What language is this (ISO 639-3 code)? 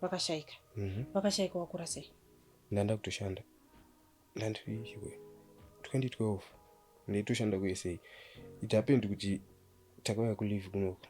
sna